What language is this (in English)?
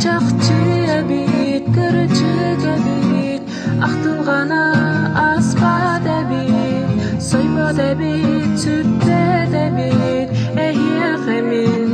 Yakut